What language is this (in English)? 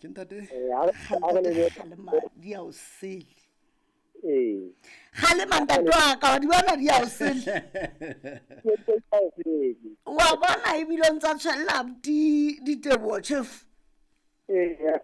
Southern Sotho